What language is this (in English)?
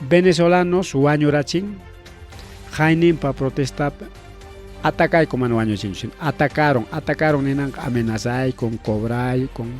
Ayacucho Quechua